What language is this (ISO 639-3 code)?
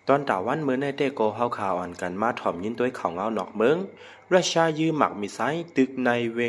lao